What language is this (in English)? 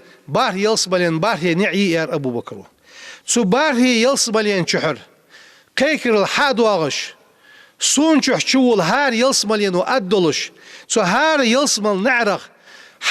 Ingush